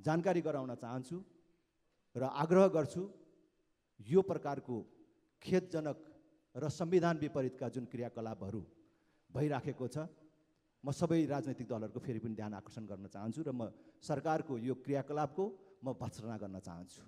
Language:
Nepali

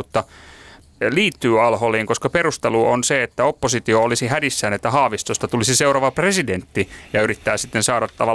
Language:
Finnish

